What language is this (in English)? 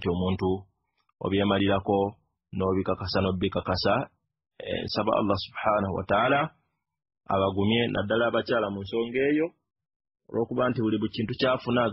Ganda